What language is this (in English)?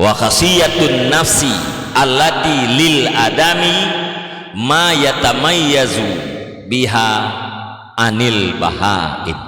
Achinese